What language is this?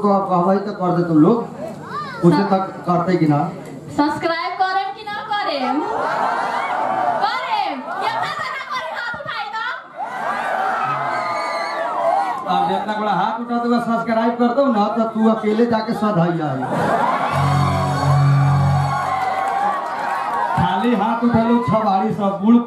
Bhojpuri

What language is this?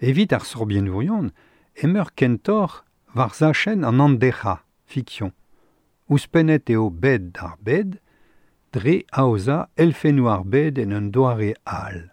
Breton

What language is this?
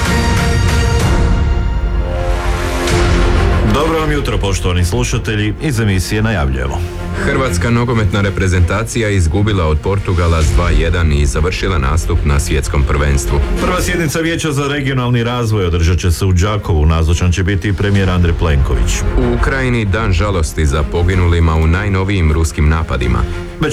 Croatian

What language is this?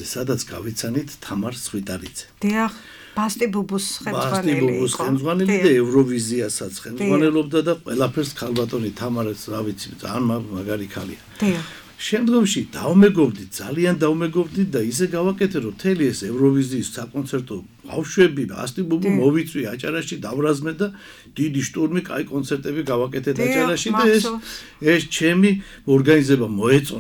Georgian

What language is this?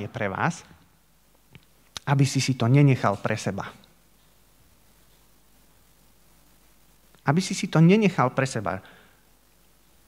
Slovak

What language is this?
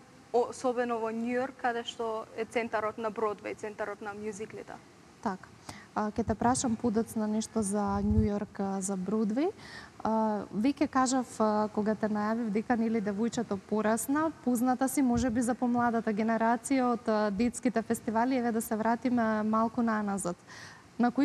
Macedonian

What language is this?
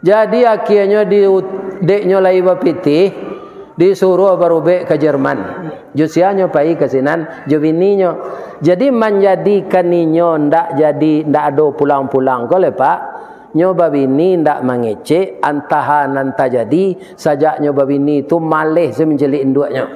Minangkabau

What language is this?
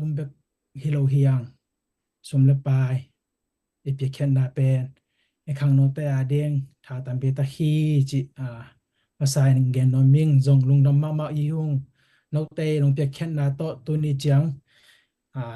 Tedim Chin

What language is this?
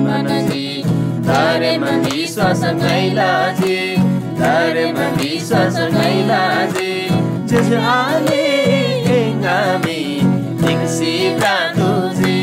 Eastern Tamang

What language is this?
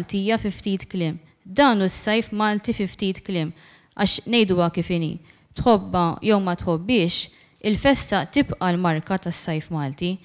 Maltese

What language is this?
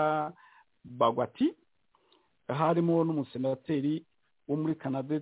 Kinyarwanda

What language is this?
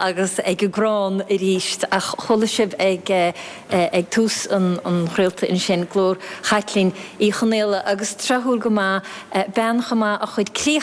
Irish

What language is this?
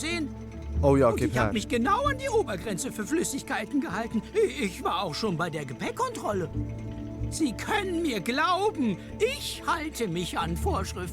Swiss German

